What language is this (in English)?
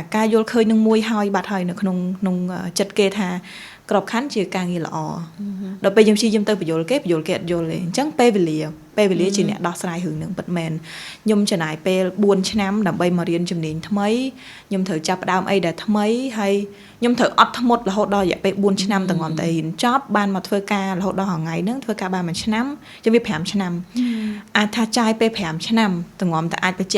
Khmer